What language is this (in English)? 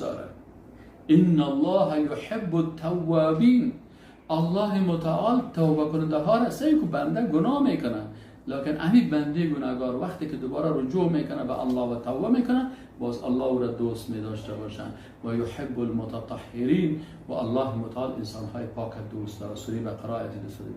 Persian